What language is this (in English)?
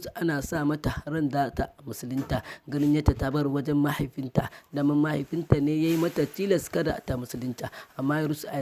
Hausa